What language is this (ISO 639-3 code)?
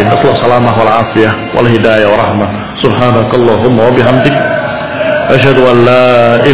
ind